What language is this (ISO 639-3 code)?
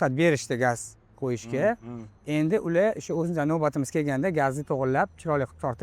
uzb